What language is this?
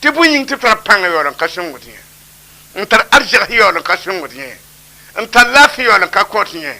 Mossi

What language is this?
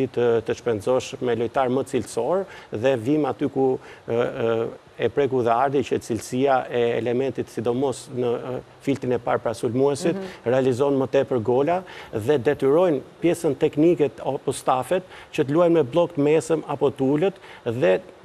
Albanian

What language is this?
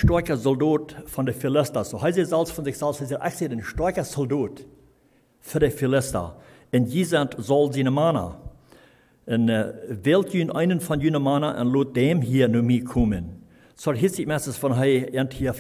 Plautdietsch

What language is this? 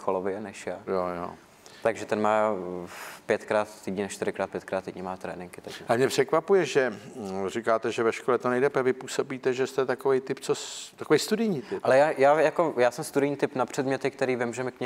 Czech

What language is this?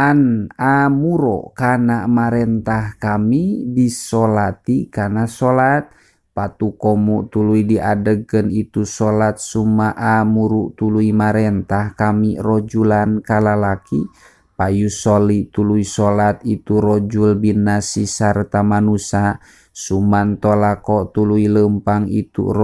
Sundanese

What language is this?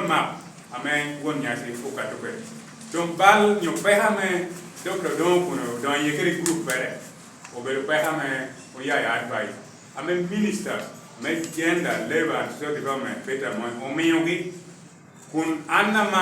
Lango (Uganda)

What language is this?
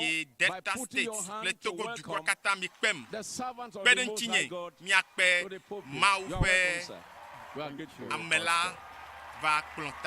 Ewe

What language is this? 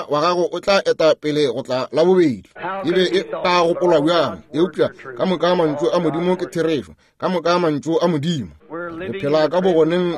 Northern Sotho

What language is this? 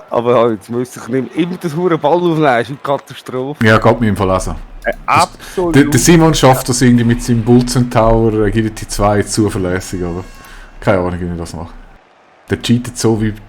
Swiss German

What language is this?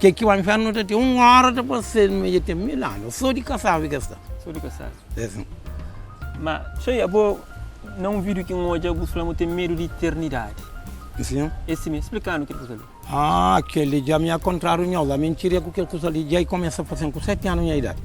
Kabuverdianu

